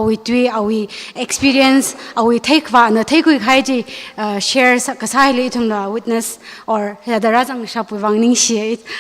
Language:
Tangkhul Naga (India)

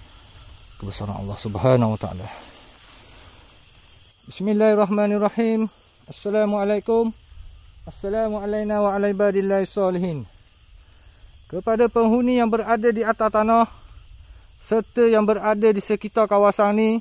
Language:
Malay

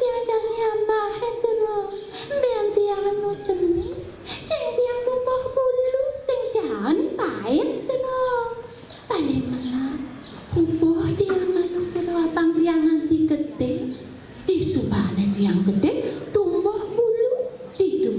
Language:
Balinese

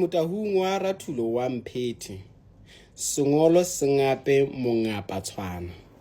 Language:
Southern Sotho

